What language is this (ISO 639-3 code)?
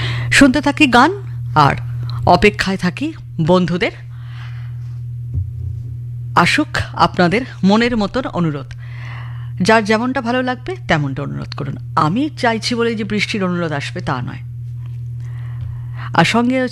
ben